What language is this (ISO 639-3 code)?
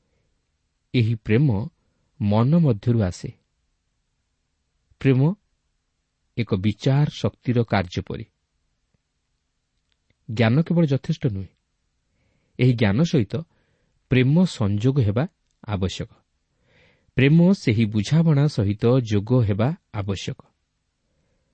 ori